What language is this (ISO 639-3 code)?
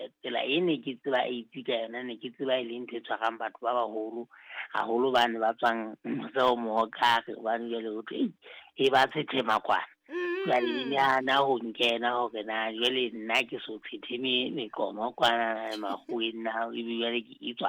sot